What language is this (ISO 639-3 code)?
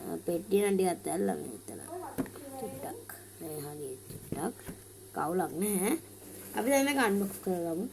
sin